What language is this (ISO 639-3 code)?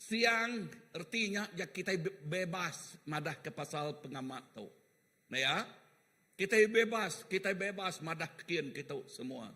iba